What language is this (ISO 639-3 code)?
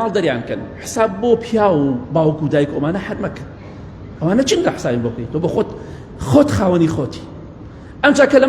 ckb